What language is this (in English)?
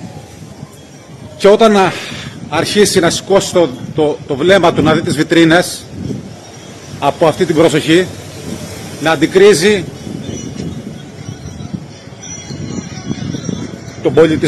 Greek